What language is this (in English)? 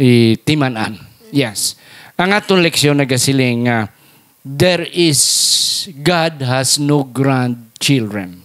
Hiligaynon